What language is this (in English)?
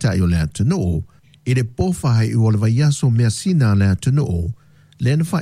Samoan